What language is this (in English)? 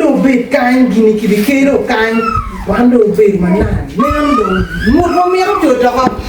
Acoli